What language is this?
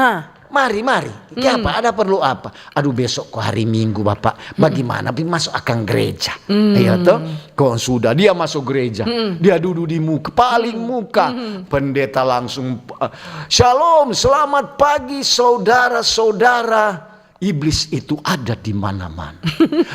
Manado Malay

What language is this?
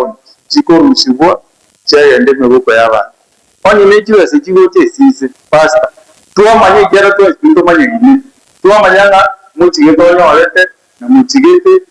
Gusii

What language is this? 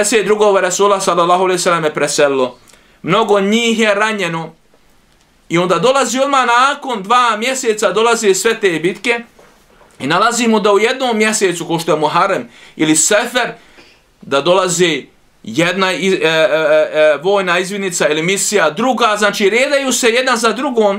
Bosnian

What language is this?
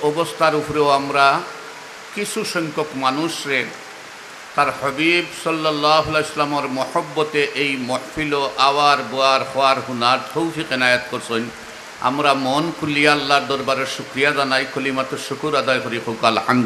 Sylheti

